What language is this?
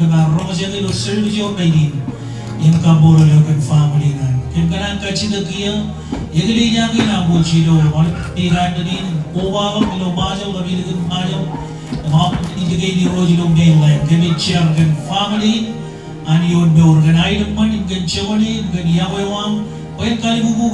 Marshallese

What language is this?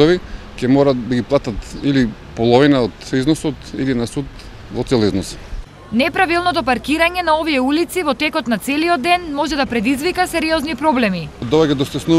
Macedonian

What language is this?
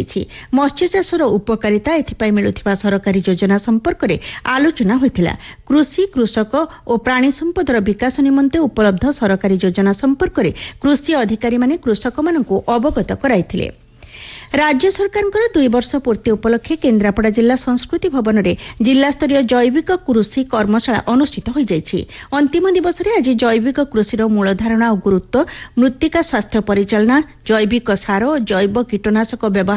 Odia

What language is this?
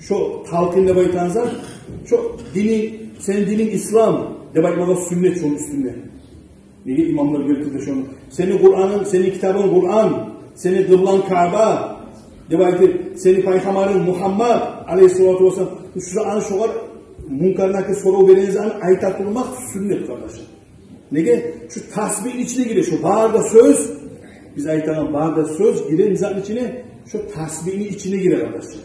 Kumyk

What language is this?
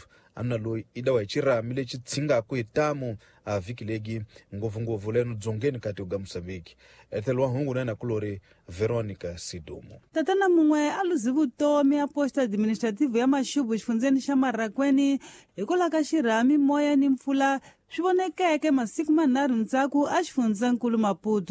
Tsonga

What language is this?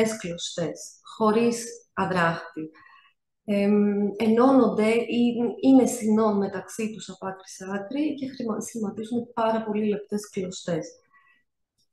Greek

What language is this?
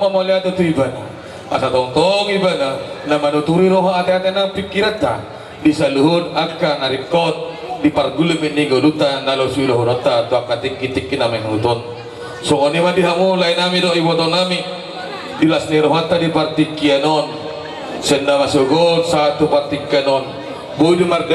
Batak Toba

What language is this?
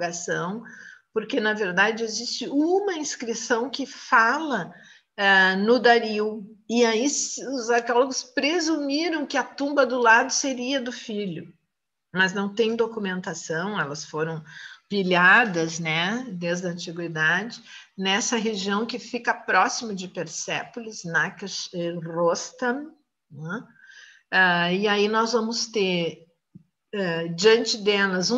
Portuguese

